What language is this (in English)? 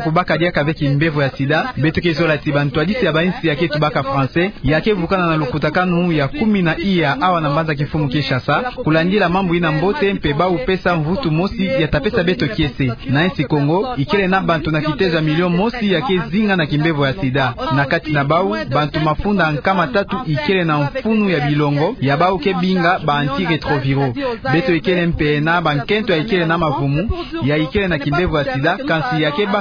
Kituba (Democratic Republic of Congo)